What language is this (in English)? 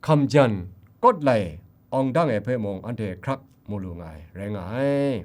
Kachin